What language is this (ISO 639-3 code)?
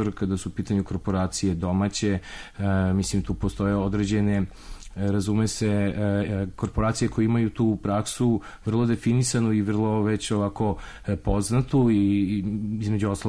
srp